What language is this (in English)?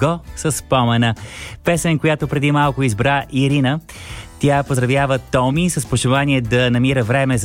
Bulgarian